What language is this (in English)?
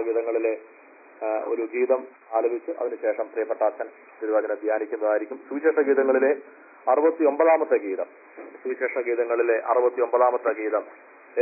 Malayalam